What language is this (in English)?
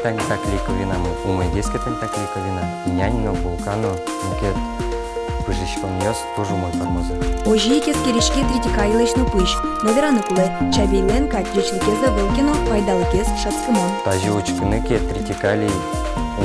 Udmurt